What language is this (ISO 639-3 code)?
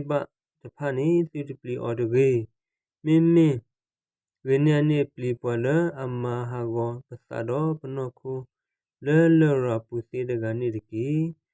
ksw